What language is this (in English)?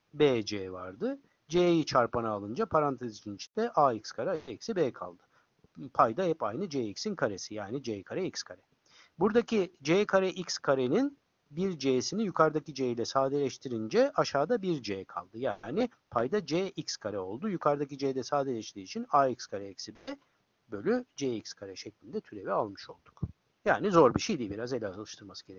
Turkish